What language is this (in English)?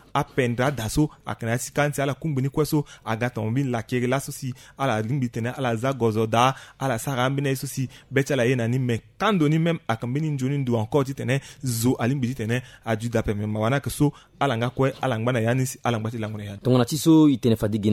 Sango